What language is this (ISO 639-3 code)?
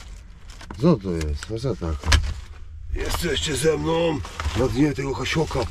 pol